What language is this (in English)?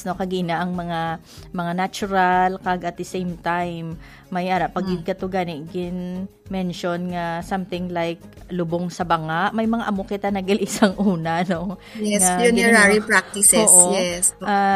Hiligaynon